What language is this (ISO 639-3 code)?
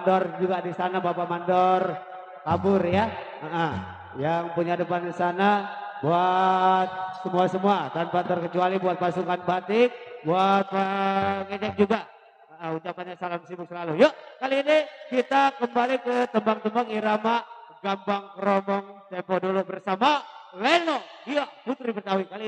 bew